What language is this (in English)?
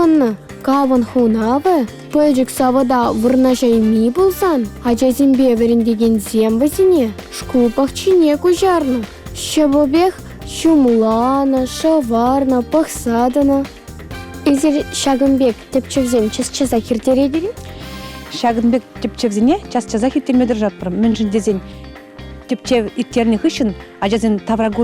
Chuvash